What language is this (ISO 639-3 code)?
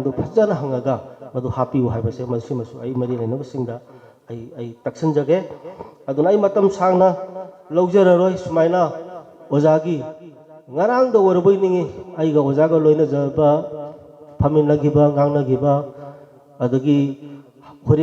mni